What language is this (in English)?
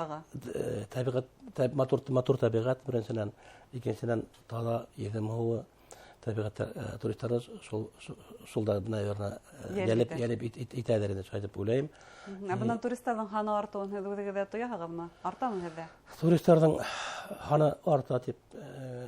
Bashkir